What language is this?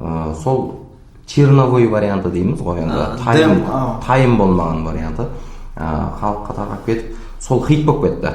Kara-Kalpak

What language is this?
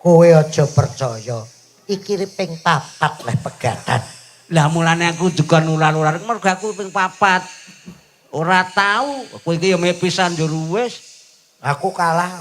Javanese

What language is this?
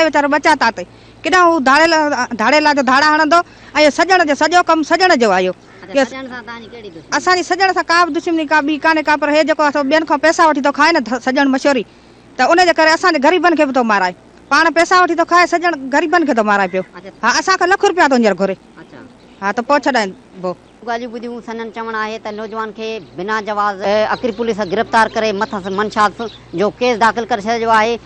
Sindhi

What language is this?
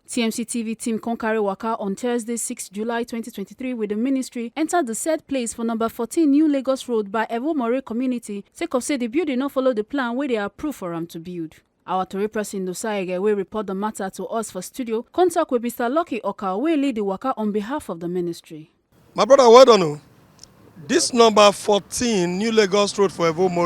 Nigerian Pidgin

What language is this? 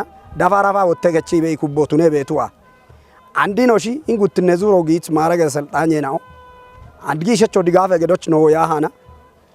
Kafa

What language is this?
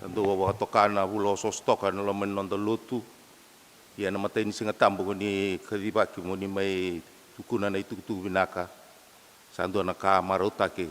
Fijian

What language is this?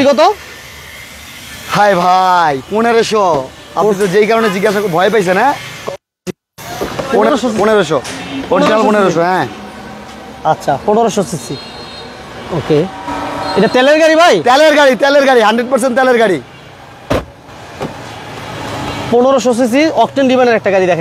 Bangla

